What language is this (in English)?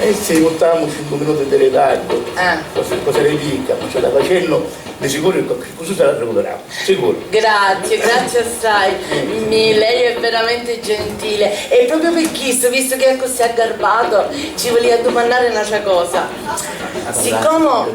Sicilian